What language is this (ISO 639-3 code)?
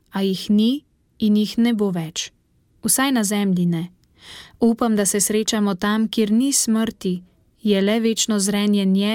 slv